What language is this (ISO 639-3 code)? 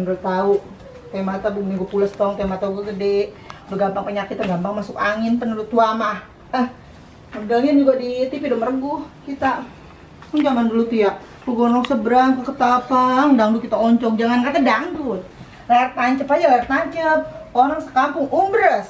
bew